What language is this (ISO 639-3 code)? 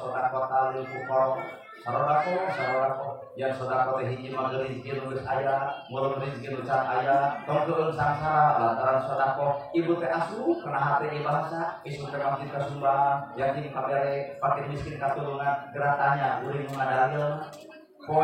sun